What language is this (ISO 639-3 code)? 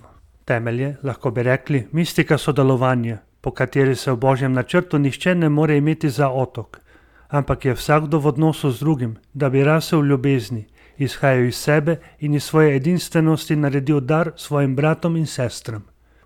slv